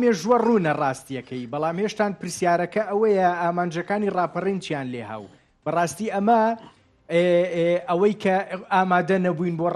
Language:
Central Kurdish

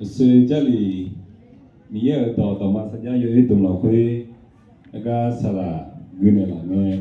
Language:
Akha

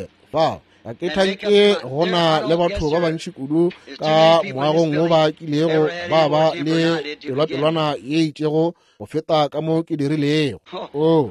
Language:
Northern Sotho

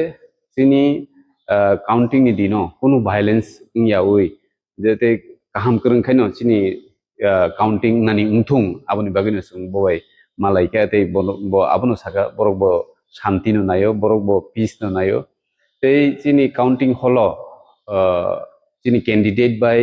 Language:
Kok Borok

